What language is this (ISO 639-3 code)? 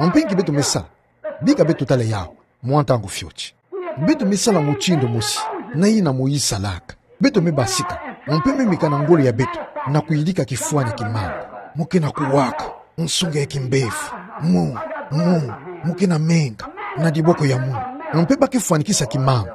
ktu